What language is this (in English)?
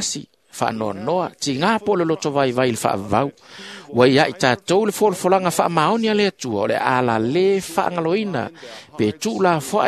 Samoan